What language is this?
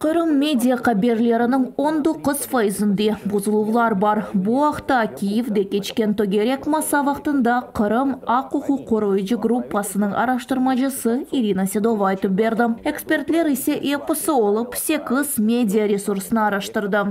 Crimean Tatar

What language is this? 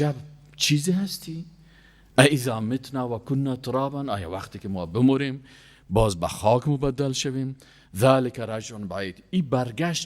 Persian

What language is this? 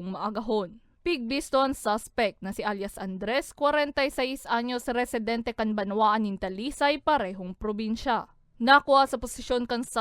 Bikol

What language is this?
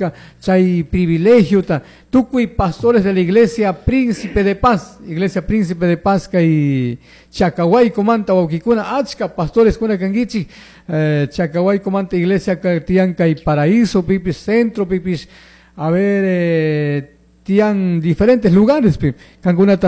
Chimborazo Highland Quichua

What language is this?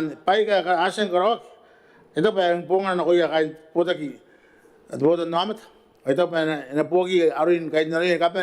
Gilbertese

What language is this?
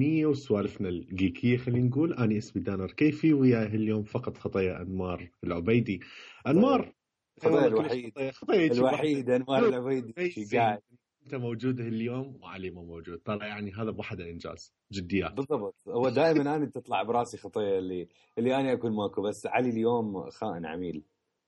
Mesopotamian Arabic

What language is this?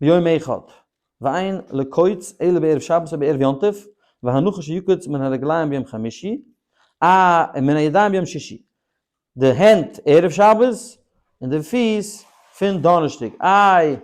Yiddish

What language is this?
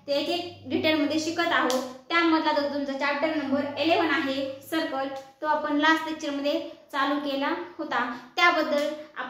Marathi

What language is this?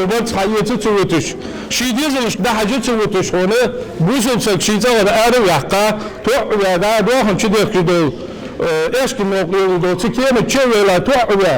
Ingush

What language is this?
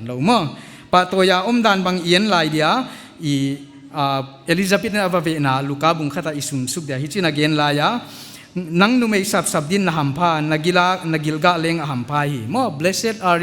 Paite Chin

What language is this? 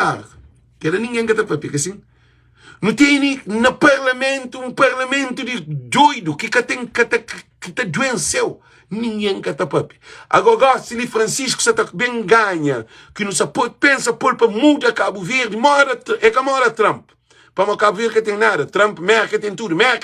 Kabuverdianu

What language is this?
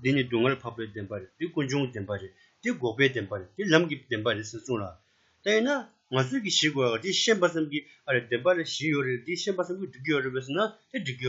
Tibetan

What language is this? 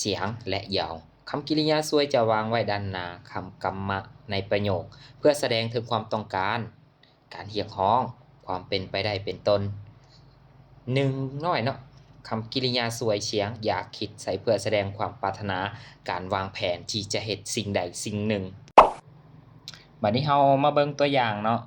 Lao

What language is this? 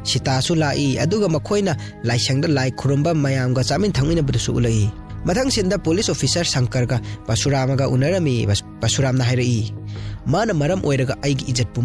Manipuri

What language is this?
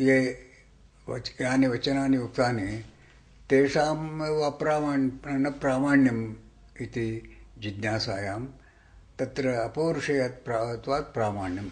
Sanskrit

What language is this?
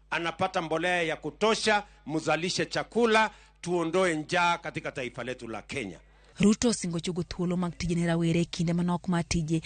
Luo (Kenya and Tanzania)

